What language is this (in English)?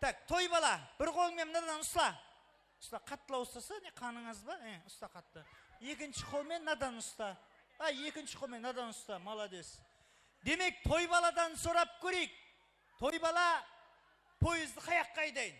Kara-Kalpak